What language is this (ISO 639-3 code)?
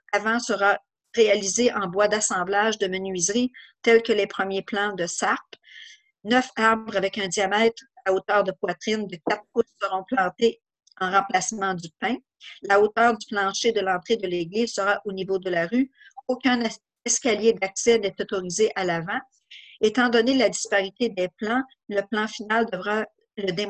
fra